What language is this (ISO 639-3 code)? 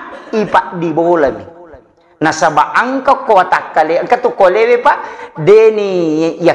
bug